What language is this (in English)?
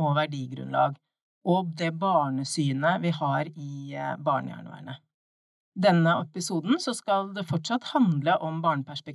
Norwegian